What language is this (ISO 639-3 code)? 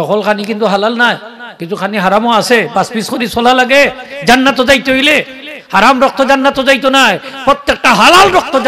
syl